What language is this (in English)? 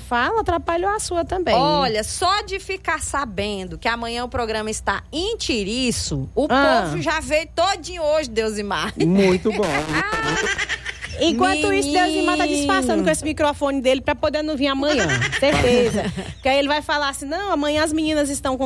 Portuguese